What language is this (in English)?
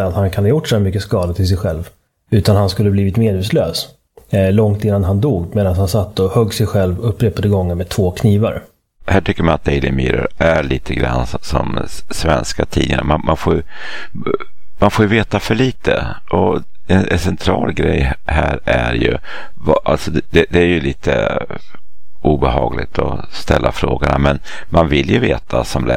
Swedish